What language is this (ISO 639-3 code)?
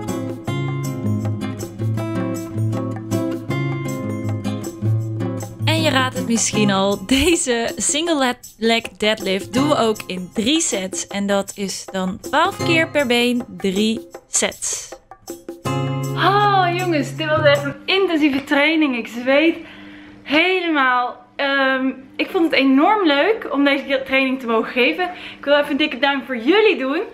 nld